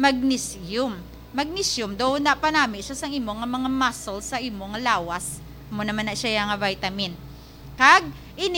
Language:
Hiligaynon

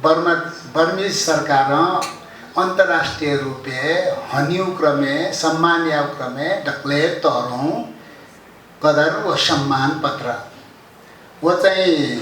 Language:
Newari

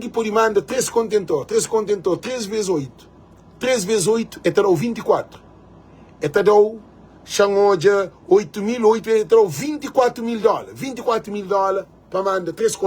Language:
Kabuverdianu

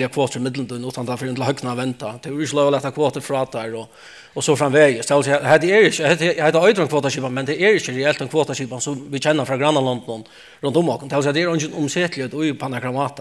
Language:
Faroese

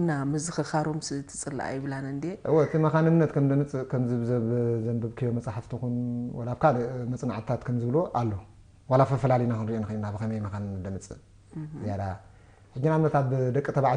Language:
Tigrinya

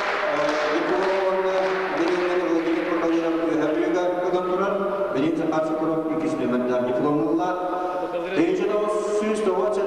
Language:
Yakut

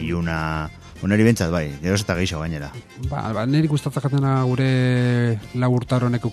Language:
Basque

